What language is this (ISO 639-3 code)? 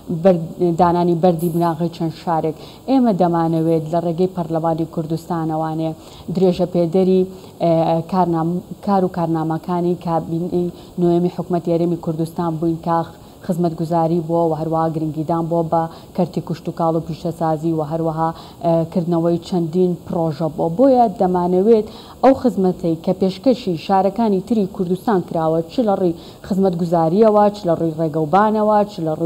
ckb